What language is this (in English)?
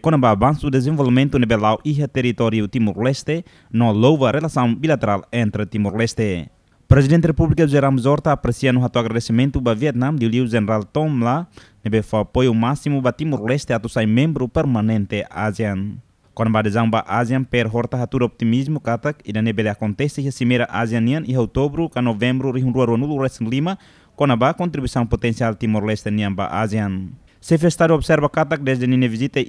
Tetum